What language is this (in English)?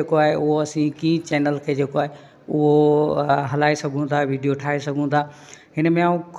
Sindhi